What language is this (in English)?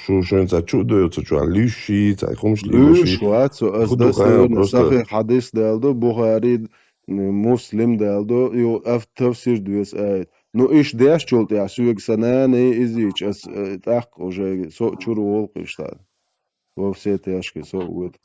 Chechen